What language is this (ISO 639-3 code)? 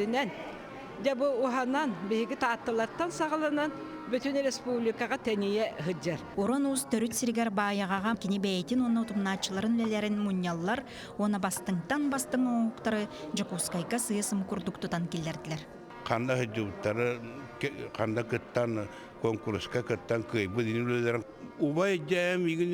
sah